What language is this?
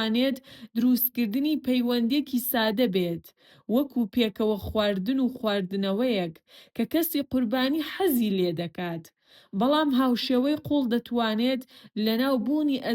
Central Kurdish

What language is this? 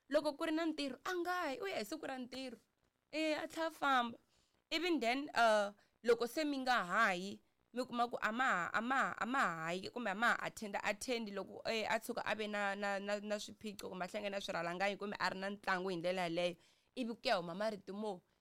Tsonga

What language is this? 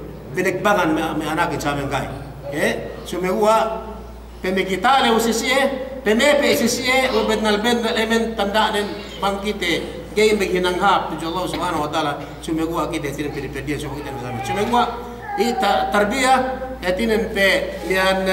Yakan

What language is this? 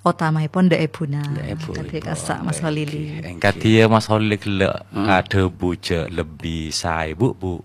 Madurese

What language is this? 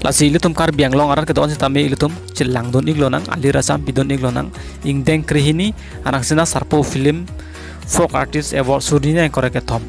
Karbi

